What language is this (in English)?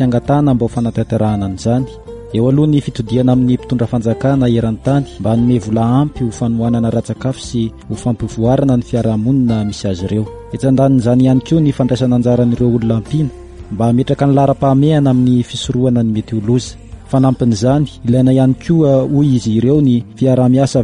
Malagasy